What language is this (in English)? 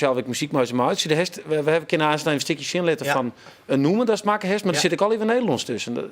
Western Frisian